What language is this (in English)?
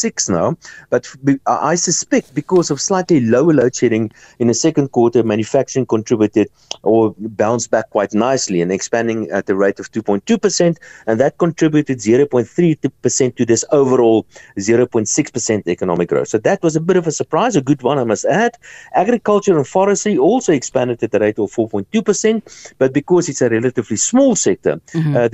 English